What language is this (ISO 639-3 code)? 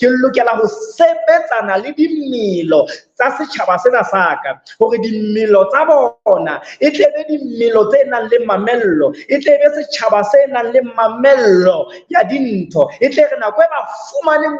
sot